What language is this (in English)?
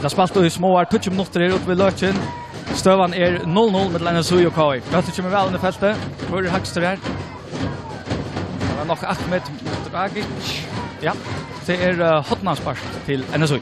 Faroese